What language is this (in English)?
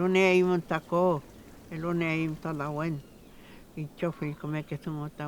Mapuche